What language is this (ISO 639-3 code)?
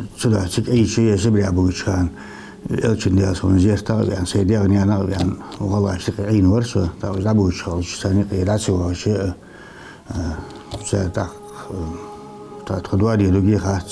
inh